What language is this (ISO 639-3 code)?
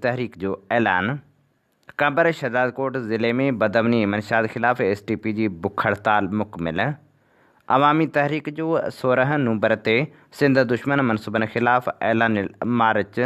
snd